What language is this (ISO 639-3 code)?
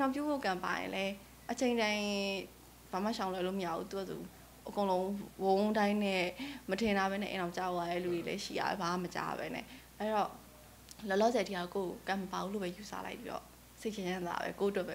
mya